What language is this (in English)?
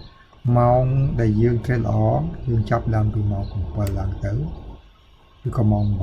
Khmer